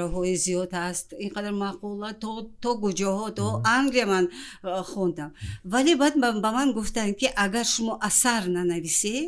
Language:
Tajik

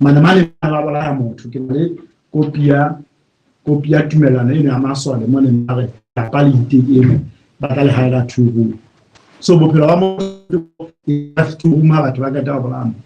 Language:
Southern Sotho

